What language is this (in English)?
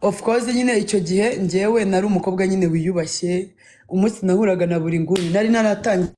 Kinyarwanda